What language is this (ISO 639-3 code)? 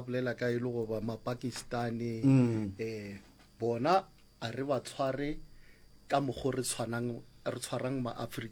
nso